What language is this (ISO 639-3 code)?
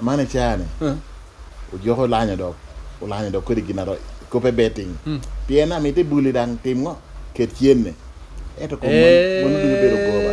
laj